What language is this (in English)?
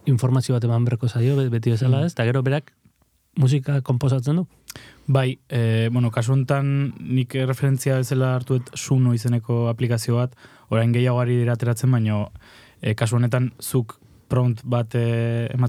Basque